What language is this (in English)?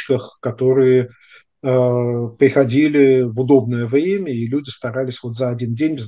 Russian